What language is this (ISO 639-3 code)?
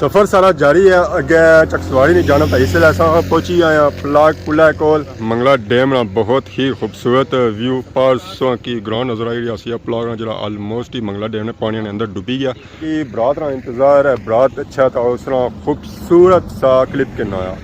phr